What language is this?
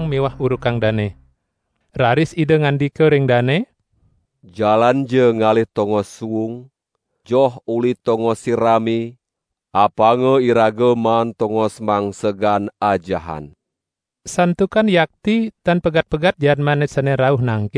Balinese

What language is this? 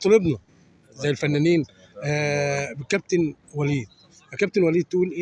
Egyptian Arabic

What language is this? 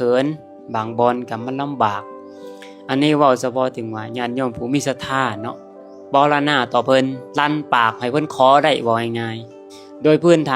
Lao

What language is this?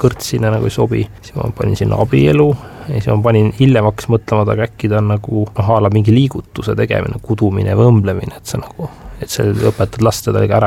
Estonian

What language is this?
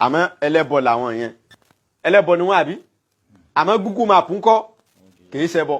Yoruba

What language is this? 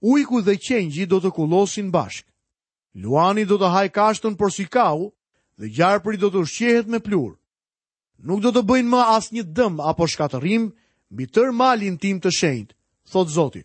Albanian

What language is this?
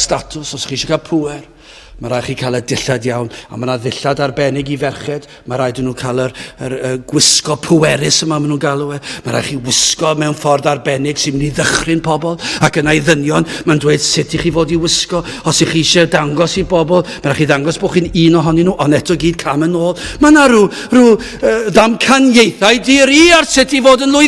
Welsh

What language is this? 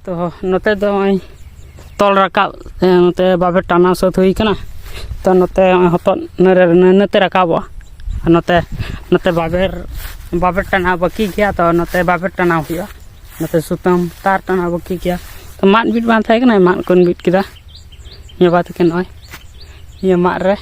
Santali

